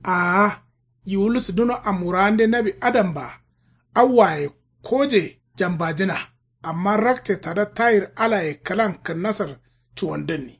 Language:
Kanuri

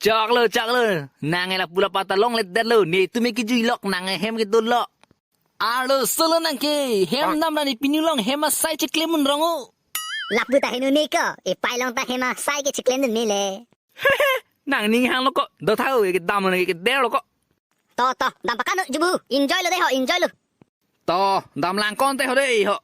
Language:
Karbi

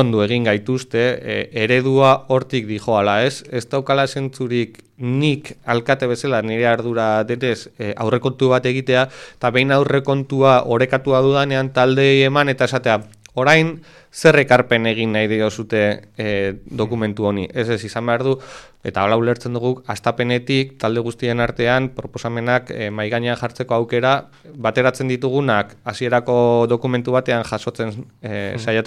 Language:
Basque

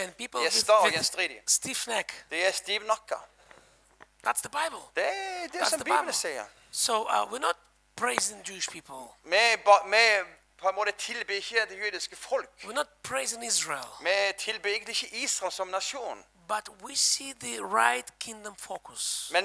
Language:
Norwegian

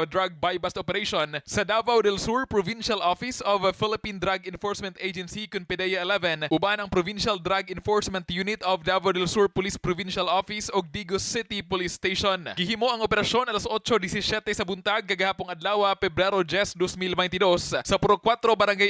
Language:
Cebuano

